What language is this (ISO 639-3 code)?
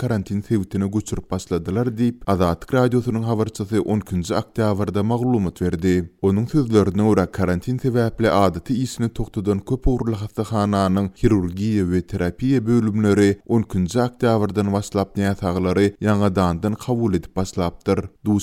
tuk